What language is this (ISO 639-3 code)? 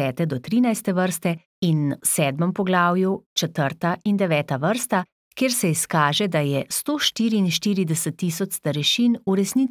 slv